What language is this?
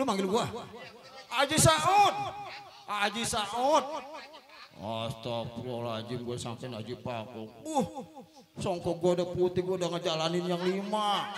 Betawi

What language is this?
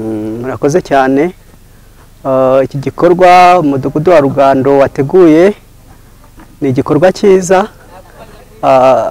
Kinyarwanda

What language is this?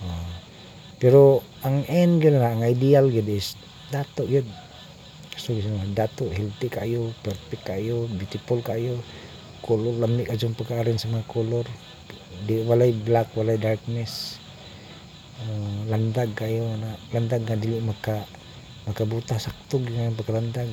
Cebuano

